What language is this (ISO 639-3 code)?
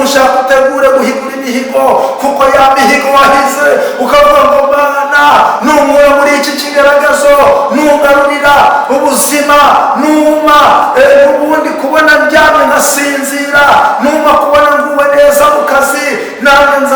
kin